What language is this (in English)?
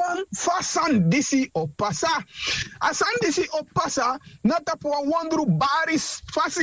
Sranan Tongo